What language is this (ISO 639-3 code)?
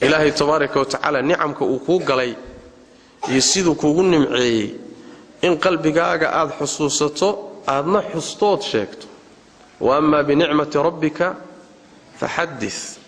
som